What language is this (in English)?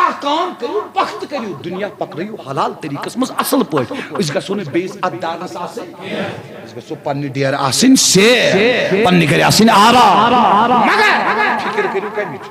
Kashmiri